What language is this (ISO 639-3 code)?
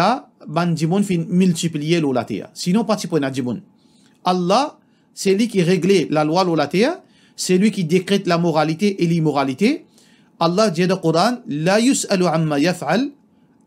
mfe